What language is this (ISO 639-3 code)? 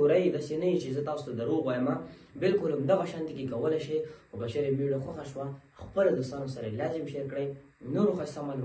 pus